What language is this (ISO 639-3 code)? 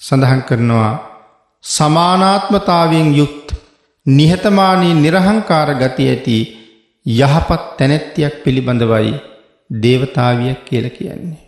sin